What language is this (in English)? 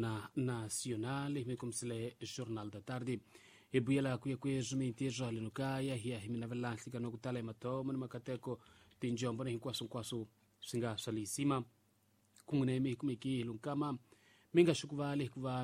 Tsonga